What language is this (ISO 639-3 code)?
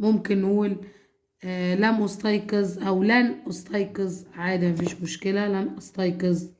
arz